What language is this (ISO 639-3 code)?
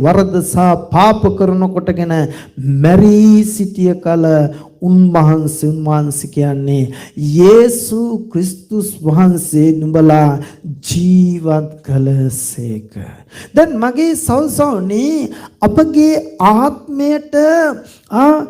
sin